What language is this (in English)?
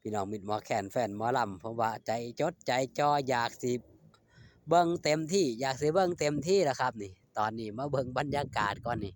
Northeastern Thai